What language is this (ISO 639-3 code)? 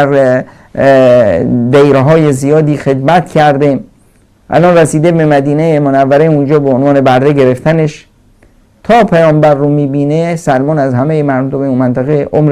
fas